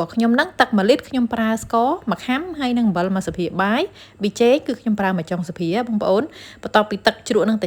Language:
Khmer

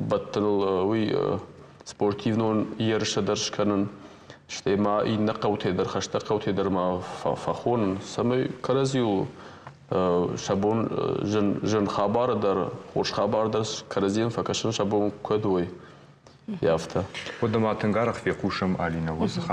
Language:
Ossetic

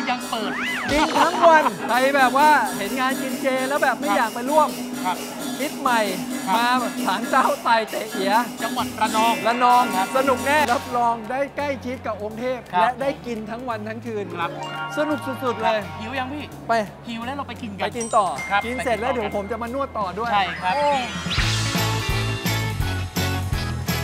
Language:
Thai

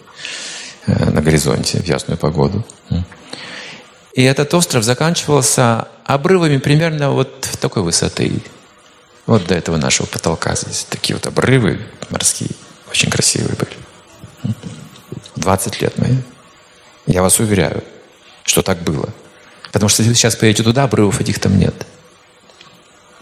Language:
Russian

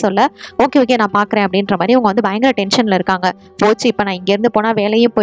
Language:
Tamil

